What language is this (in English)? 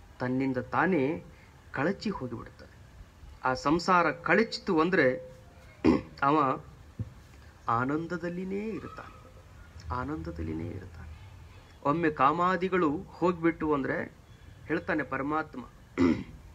Kannada